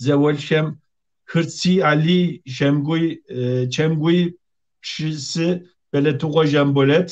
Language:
Kabardian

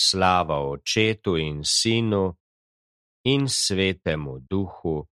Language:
Slovenian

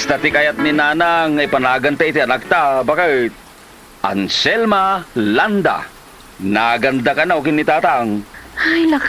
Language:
Iloko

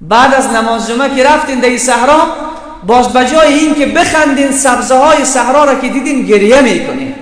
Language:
Persian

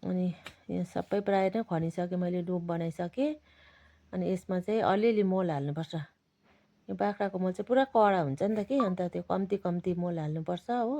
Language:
Nepali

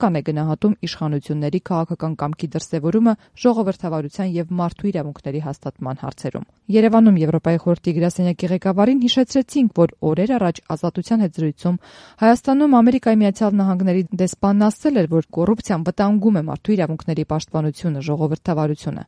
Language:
Armenian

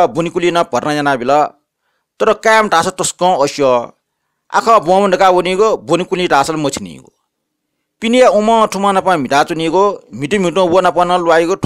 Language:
Newari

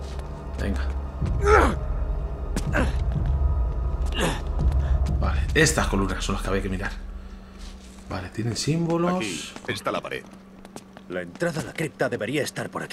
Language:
Spanish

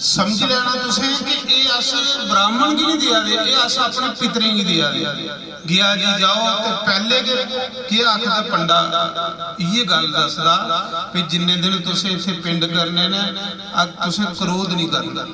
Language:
Dogri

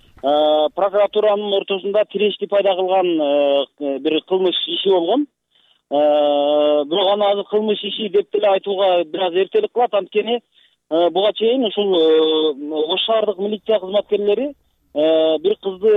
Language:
Kyrgyz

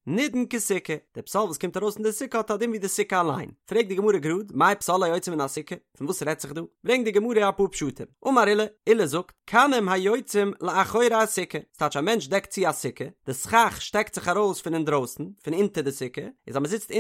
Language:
Yiddish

